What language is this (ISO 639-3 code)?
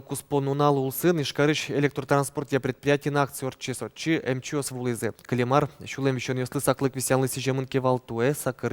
udm